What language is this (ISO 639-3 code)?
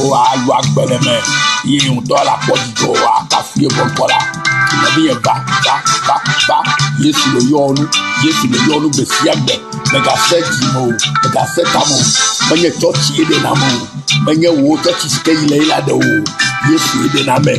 ewe